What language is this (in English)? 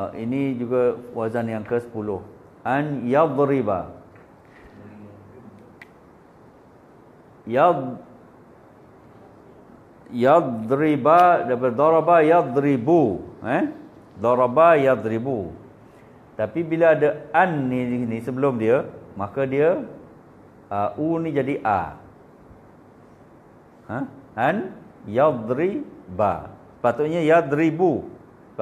Malay